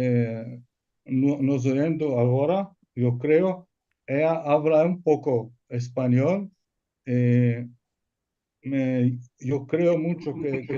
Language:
Ladino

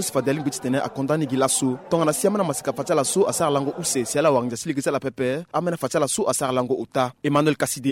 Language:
Sango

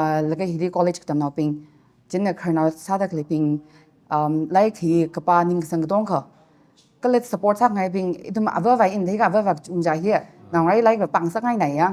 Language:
Tangkhul Naga (India)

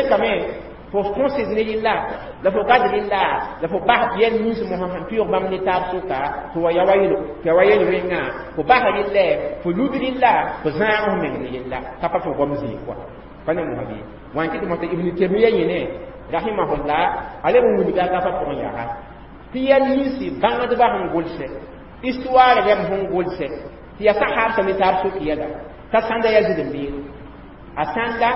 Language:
Mossi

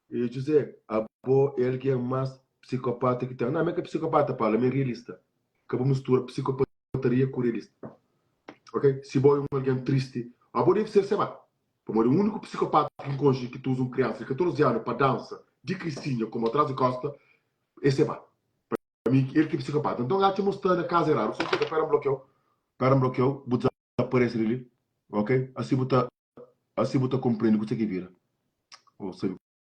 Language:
Kabuverdianu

